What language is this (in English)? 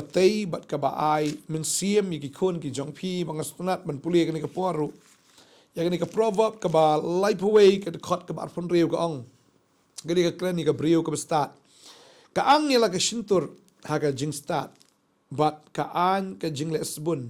Khasi